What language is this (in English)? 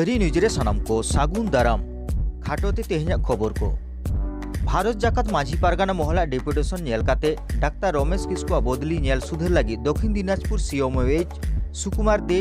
Santali